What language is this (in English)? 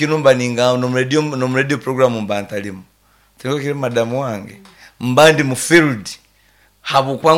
Nyankole